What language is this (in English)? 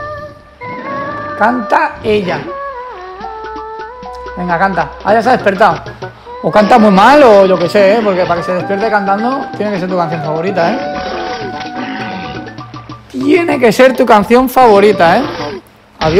Spanish